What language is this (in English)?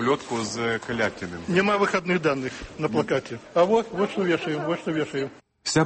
Belarusian